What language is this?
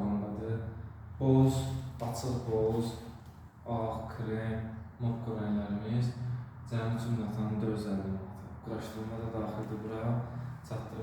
Azerbaijani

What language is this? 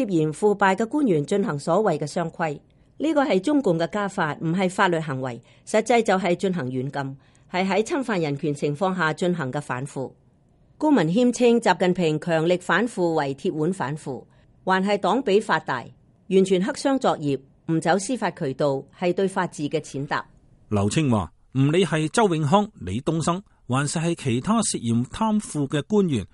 Cantonese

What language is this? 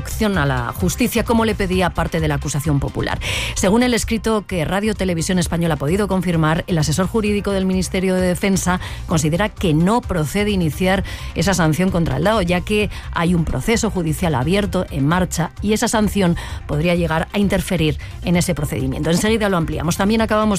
Spanish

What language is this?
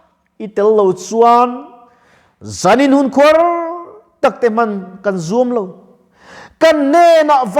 Mizo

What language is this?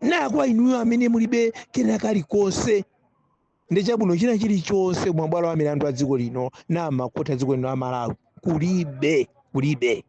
Nyanja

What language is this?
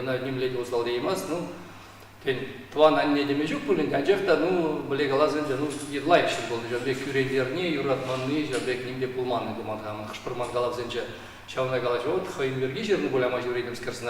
Chuvash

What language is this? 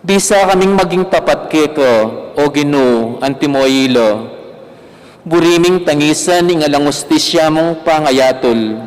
Pampanga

